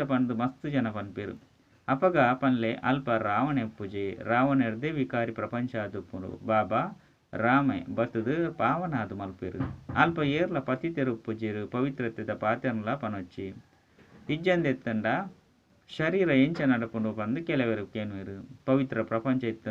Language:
Tulu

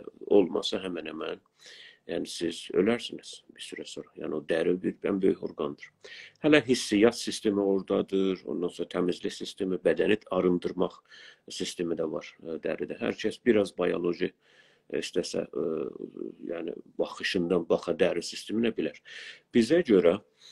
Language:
South Azerbaijani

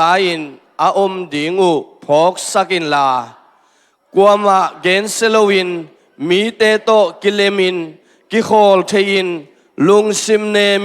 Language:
Tedim Chin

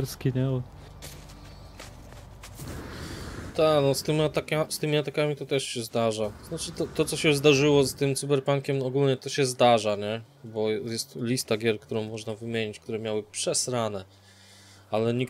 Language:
Polish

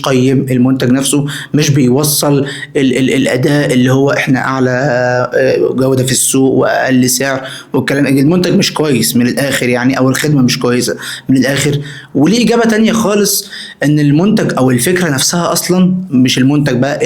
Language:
Egyptian Arabic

